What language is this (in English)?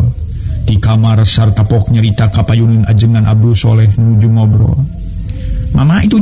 Sundanese